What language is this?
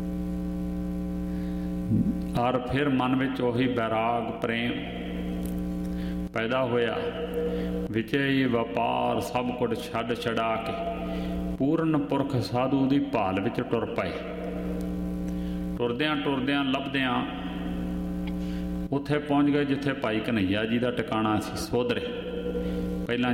Punjabi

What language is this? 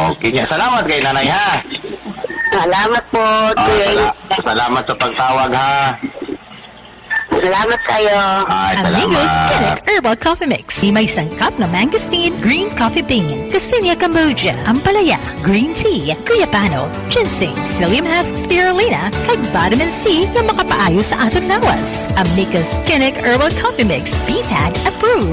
Cebuano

